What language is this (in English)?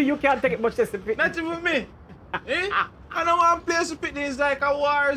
Jamaican Creole English